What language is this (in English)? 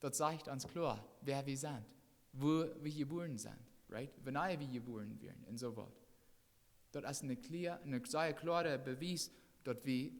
Plautdietsch